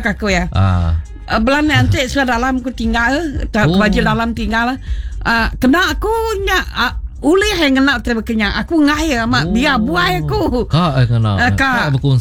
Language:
Iban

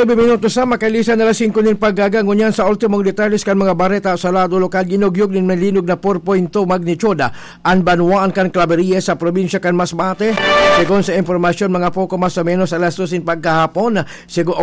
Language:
Bikol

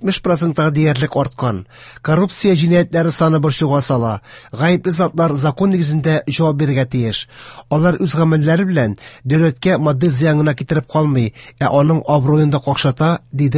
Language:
Tatar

